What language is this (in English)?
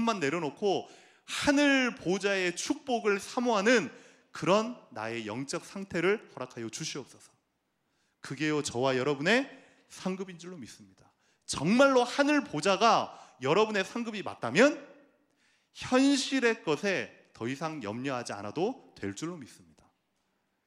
Korean